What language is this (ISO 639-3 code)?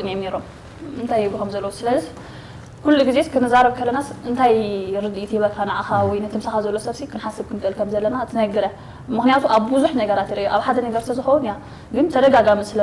tir